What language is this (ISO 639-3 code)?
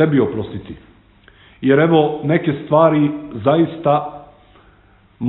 srp